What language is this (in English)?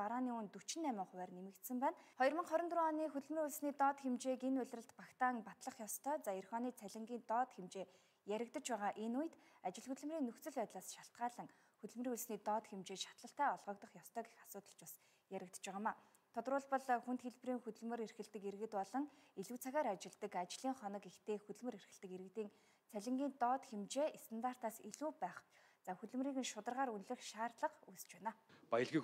Mongolian